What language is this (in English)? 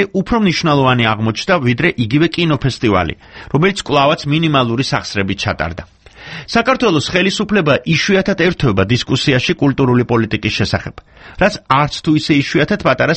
Georgian